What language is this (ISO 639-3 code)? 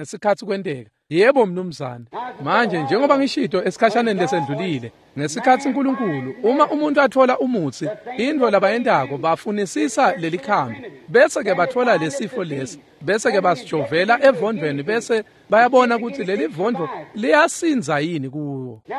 ssw